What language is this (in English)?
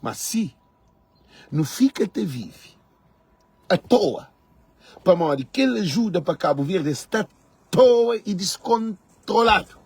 Kabuverdianu